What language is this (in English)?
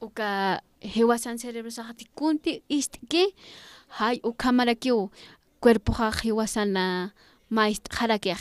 Aymara